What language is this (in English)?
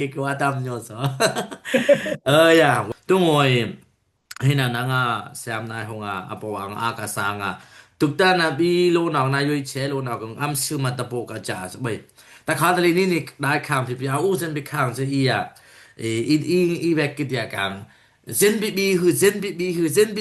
Dimasa